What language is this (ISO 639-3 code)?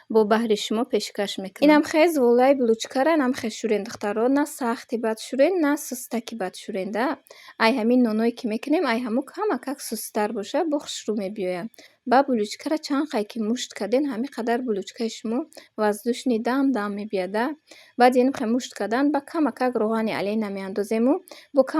tgk